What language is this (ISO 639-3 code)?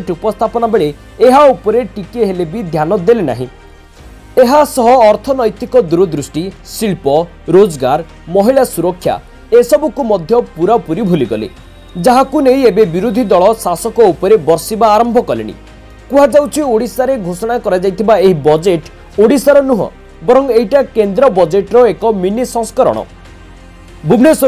ori